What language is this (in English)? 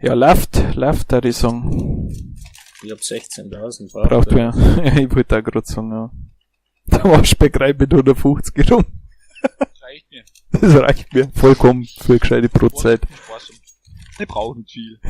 Bavarian